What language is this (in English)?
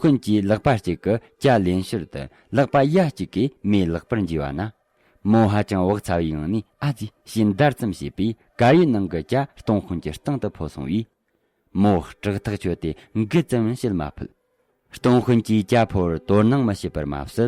Tibetan